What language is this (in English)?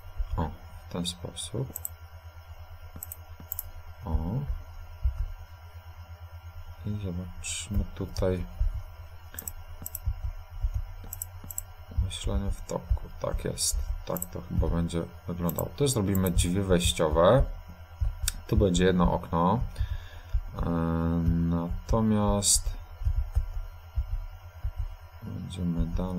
Polish